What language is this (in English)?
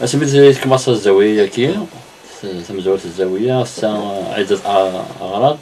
Kabyle